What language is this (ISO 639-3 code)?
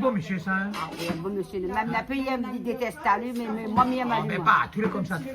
rcf